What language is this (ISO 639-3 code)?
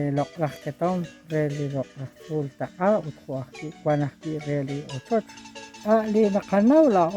kek